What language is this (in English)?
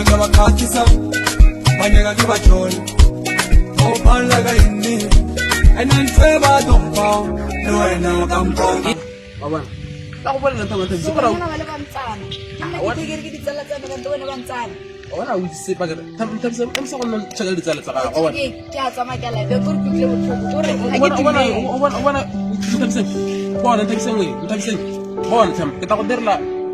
Tswana